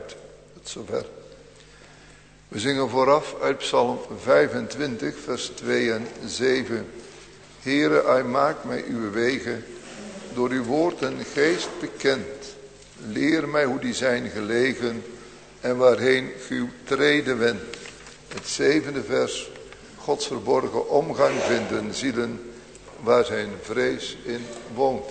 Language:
Dutch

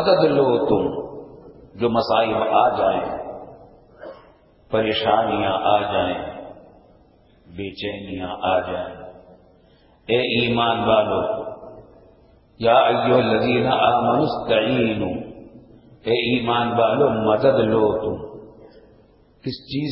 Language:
Urdu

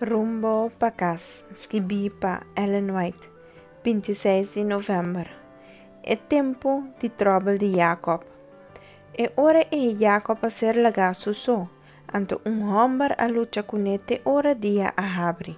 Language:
Papiamento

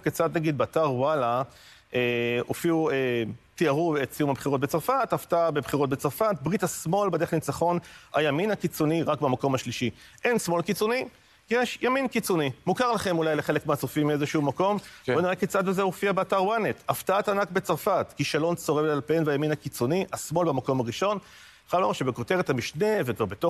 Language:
Hebrew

